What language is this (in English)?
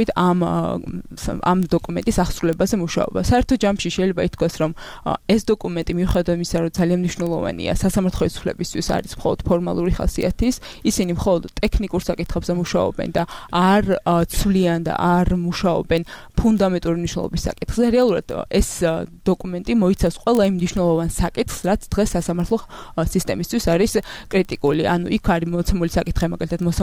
Georgian